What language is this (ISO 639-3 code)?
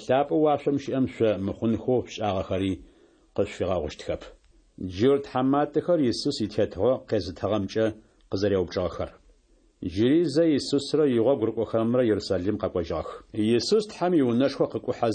ady